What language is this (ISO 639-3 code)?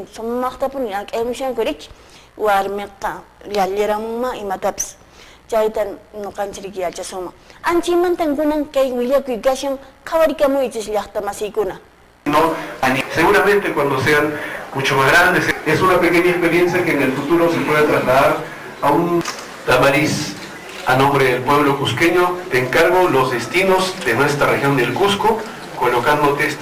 que